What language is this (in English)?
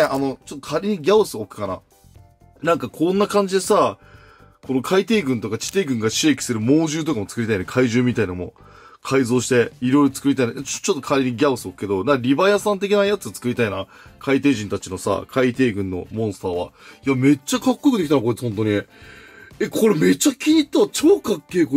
Japanese